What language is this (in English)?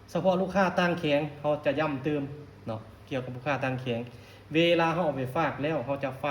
Lao